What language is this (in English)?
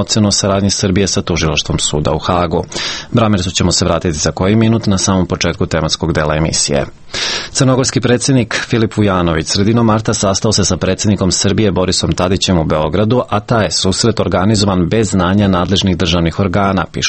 Serbian